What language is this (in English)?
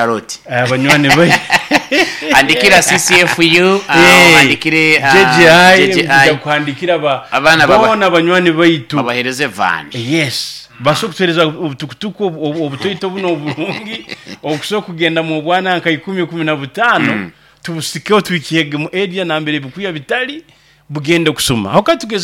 Nyoro